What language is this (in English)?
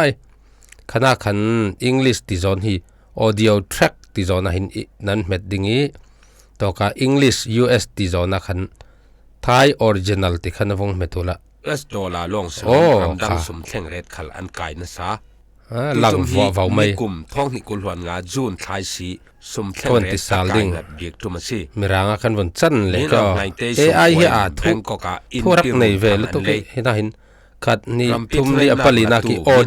Falam Chin